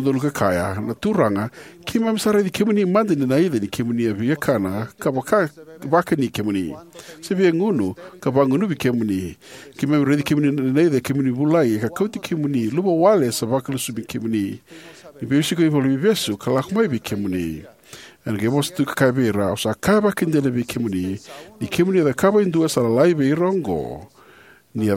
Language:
Fijian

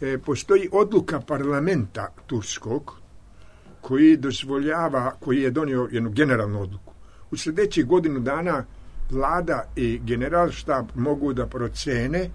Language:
Serbian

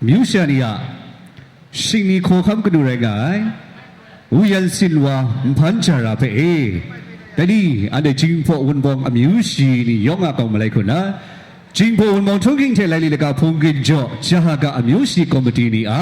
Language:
Kachin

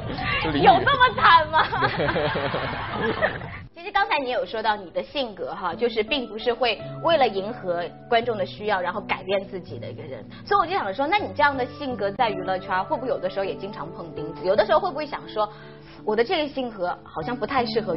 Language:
Chinese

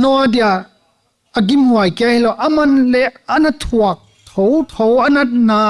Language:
Paite Chin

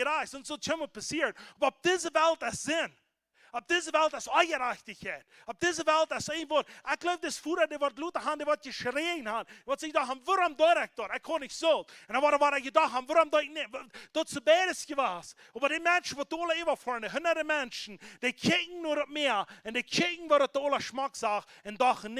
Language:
Plautdietsch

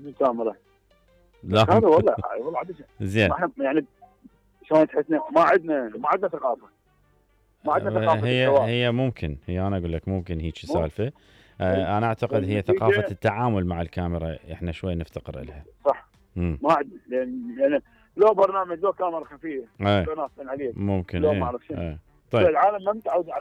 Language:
Mesopotamian Arabic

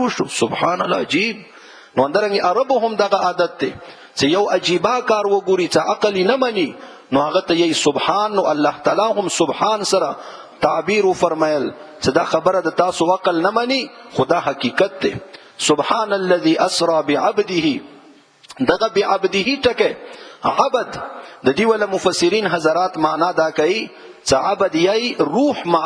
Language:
Pashto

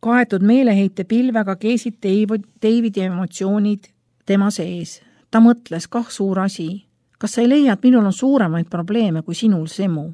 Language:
Estonian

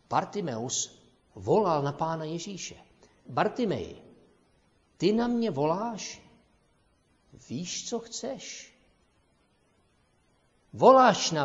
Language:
Czech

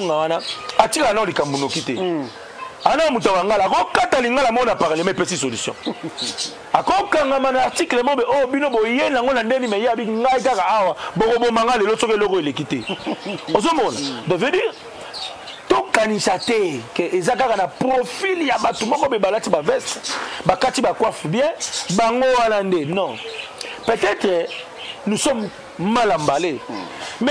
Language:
Lingala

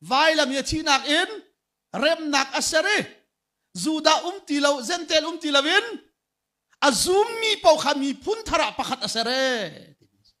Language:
Hakha Chin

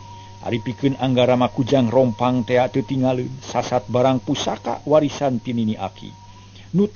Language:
Sundanese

